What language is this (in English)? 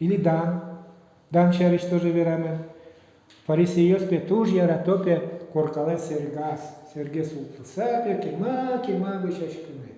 Udmurt